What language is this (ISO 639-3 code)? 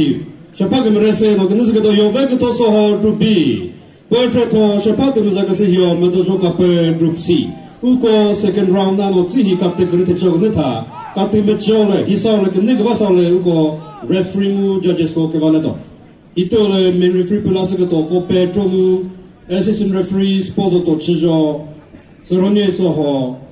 nri